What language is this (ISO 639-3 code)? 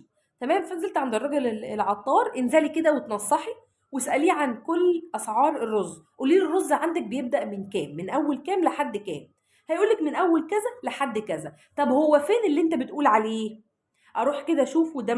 arz